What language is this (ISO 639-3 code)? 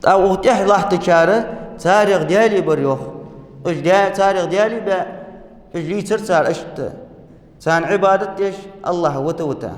inh